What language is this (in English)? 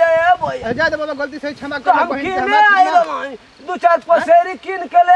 Bhojpuri